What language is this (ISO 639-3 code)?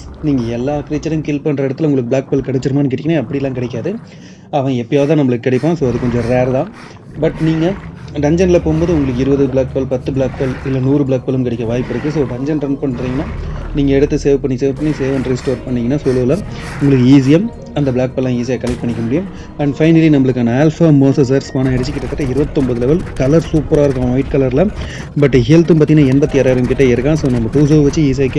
tam